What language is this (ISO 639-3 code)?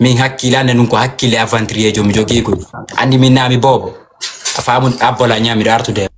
ful